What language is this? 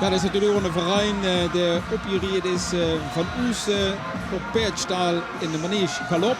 Limburgish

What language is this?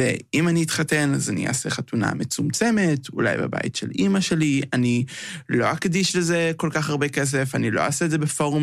Hebrew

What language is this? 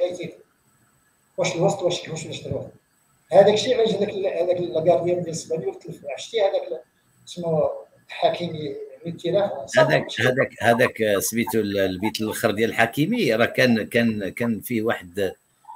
Moroccan Arabic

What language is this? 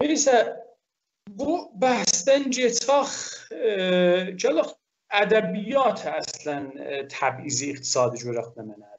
South Azerbaijani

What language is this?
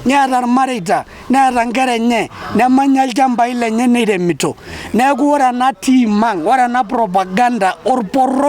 Masai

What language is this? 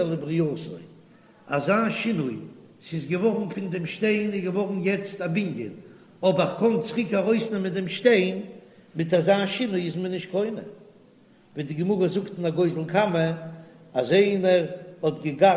Yiddish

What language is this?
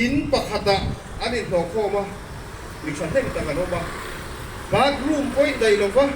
Mizo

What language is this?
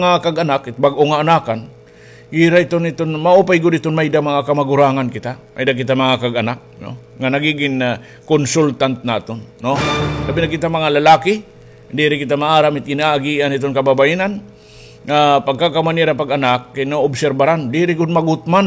Waray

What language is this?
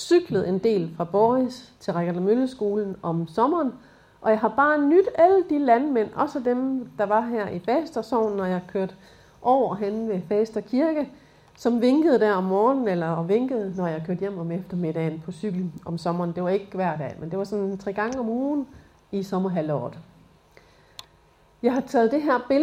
Danish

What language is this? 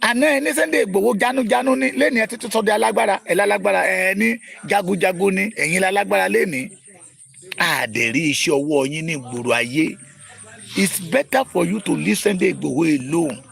Yoruba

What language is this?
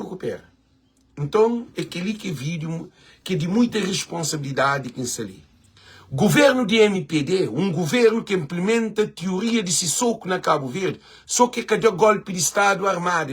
Kabuverdianu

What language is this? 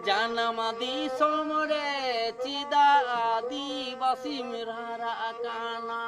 Santali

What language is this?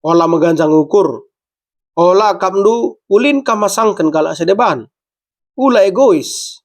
Batak Karo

